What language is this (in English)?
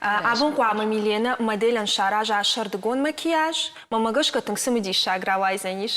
Ossetic